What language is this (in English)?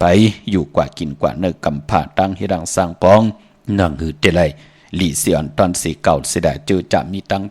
Shan